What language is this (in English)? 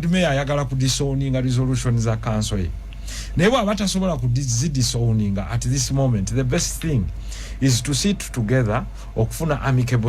Ganda